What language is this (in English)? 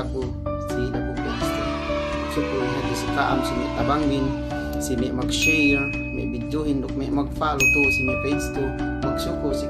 Yakan